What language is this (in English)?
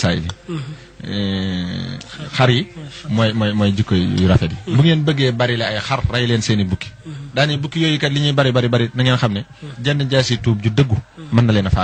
Wolof